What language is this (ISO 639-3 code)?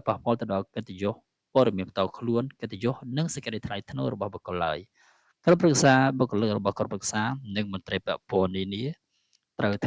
khm